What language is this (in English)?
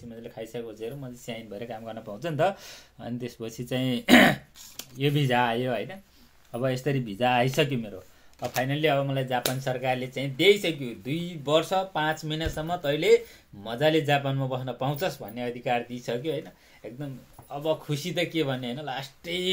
Nepali